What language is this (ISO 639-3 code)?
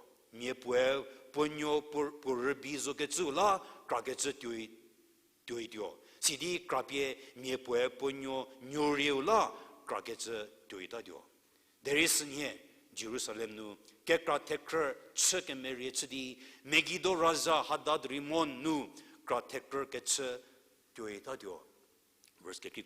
njm